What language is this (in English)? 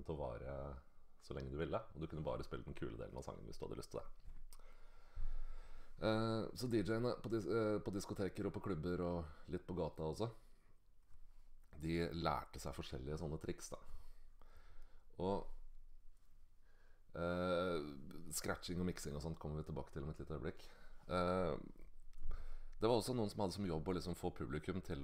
Norwegian